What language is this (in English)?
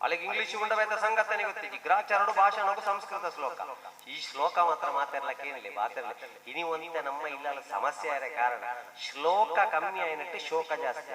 Tulu